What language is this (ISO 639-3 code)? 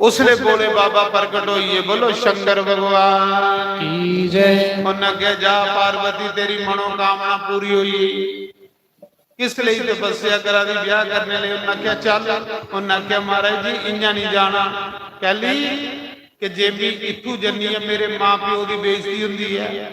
doi